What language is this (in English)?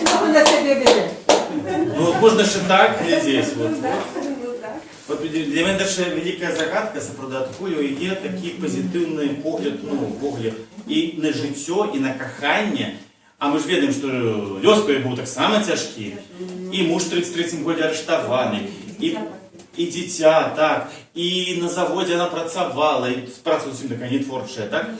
Belarusian